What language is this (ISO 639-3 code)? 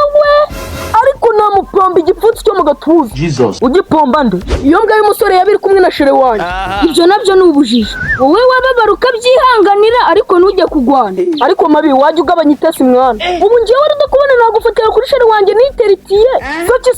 kin